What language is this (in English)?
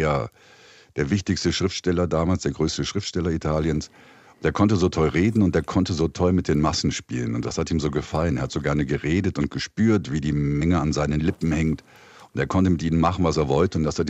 Swiss German